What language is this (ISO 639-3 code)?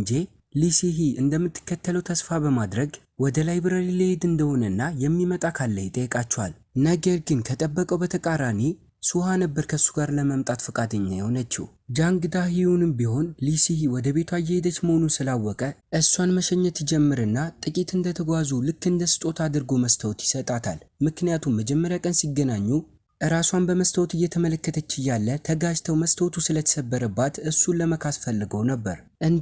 amh